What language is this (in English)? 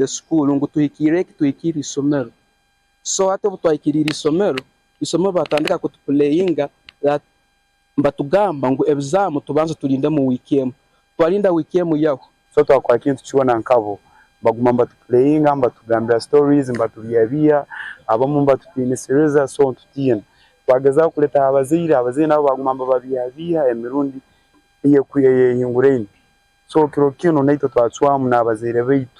Nyankole